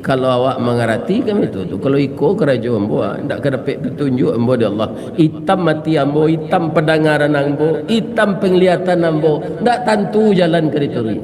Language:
Minangkabau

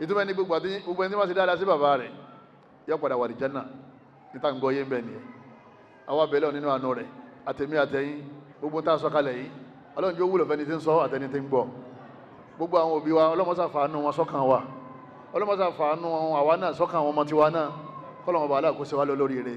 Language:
Yoruba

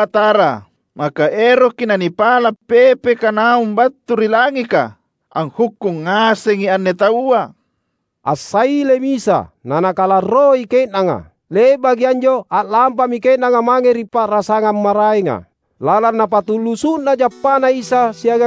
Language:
Makasar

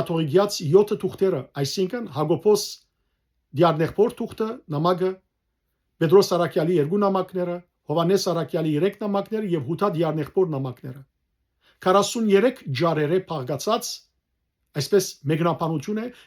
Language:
Western Armenian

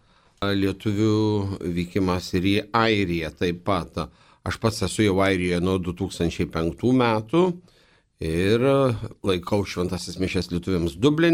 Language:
Lithuanian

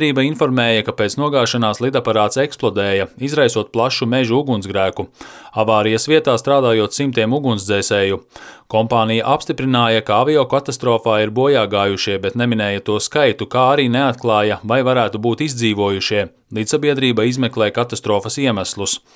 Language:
Latvian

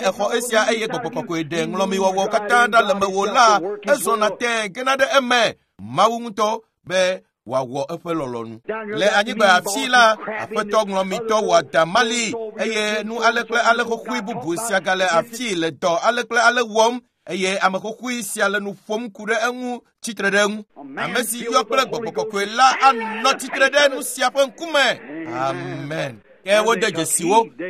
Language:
Ewe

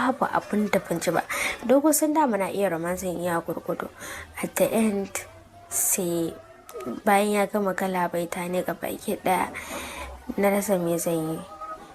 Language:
Hausa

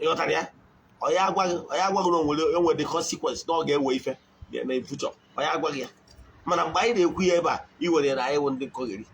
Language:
Igbo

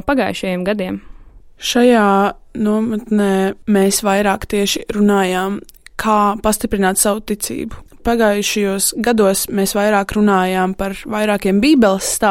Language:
Latvian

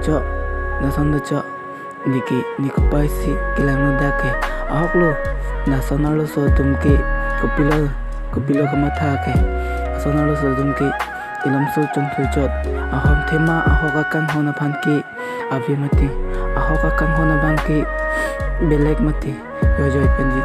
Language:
Karbi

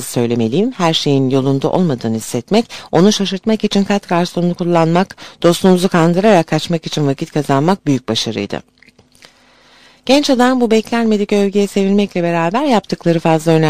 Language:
Turkish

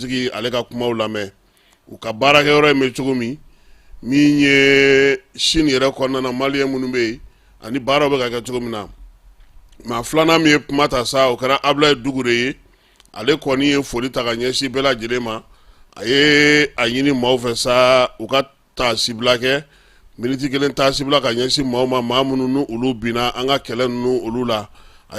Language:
Bambara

